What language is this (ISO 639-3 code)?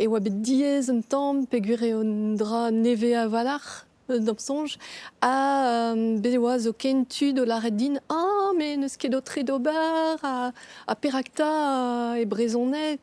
bre